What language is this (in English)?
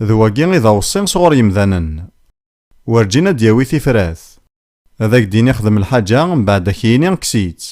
Kabyle